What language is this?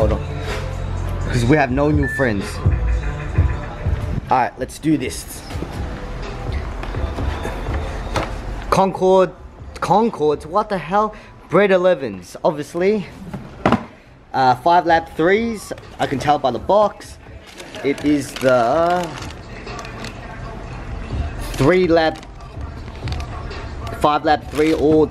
English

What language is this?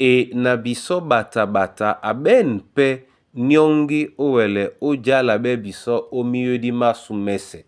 Duala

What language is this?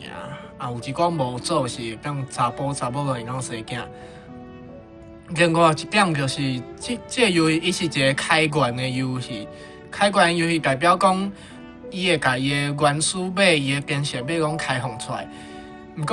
Min Nan Chinese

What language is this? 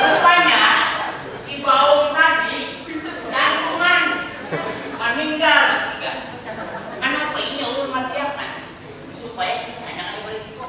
Banjar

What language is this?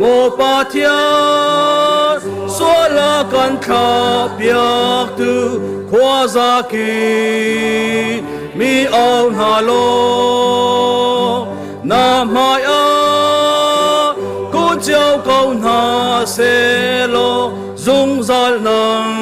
Hakha Chin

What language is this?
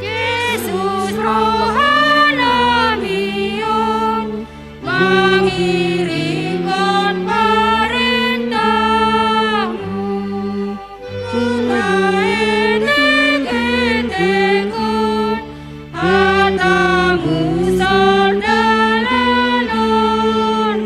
Batak Simalungun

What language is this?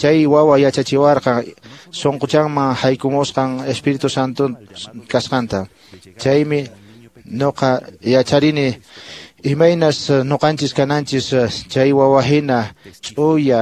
Quechua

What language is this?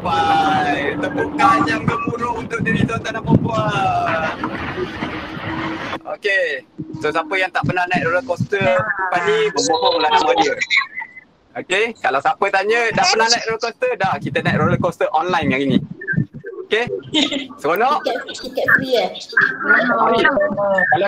Malay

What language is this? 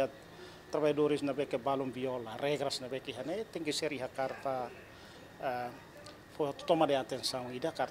Tetum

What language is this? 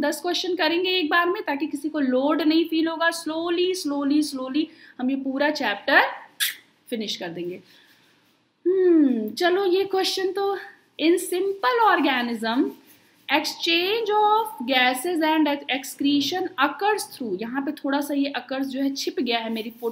Hindi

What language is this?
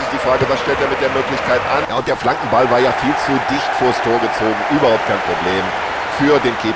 Bavarian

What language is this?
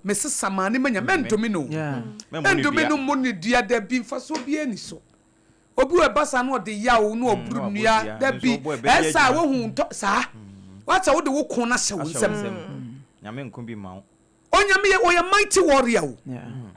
Akan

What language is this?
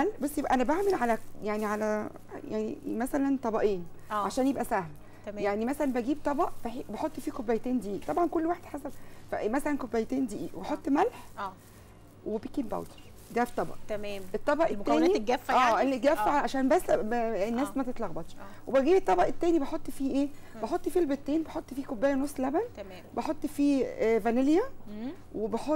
Egyptian Arabic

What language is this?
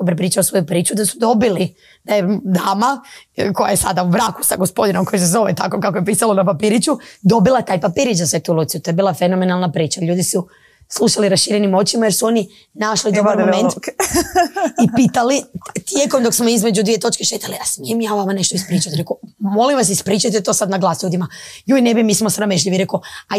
Croatian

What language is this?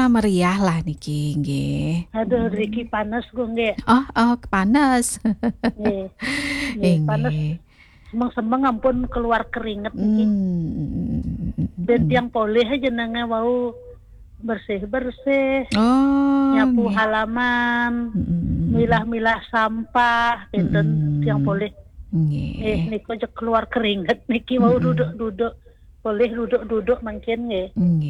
Balinese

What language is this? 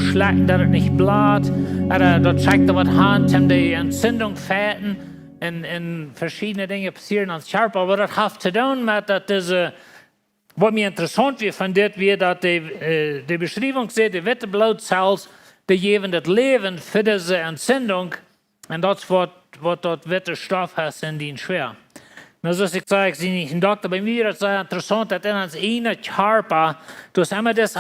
Plautdietsch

